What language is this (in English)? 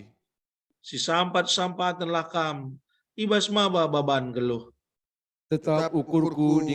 Batak Karo